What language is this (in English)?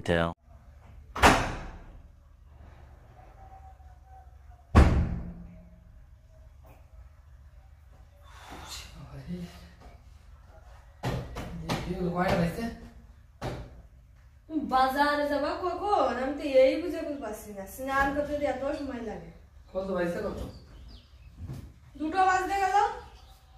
Bangla